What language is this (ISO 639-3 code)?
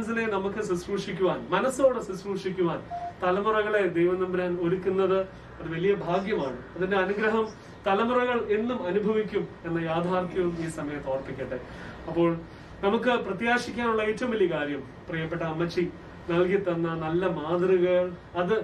mal